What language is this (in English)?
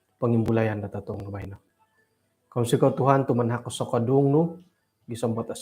Central Dusun